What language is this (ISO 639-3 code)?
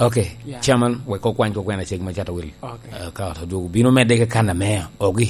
laj